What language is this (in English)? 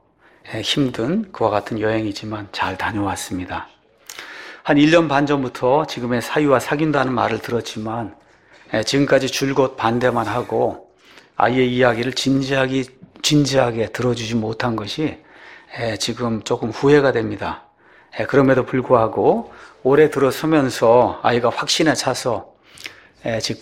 Korean